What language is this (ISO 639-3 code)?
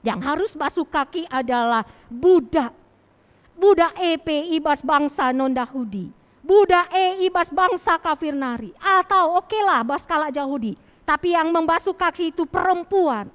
btx